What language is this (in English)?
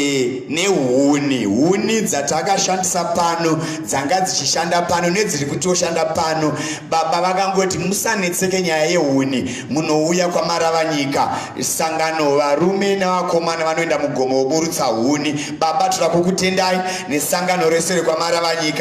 Shona